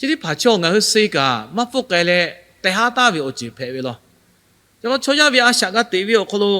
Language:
Lahu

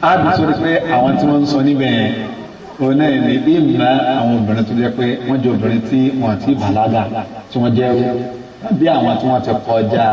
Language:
Yoruba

